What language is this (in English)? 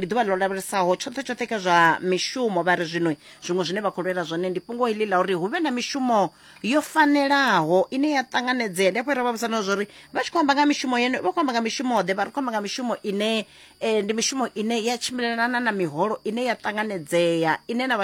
Venda